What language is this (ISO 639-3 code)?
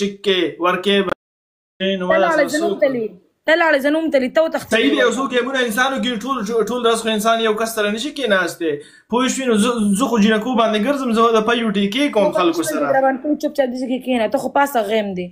pus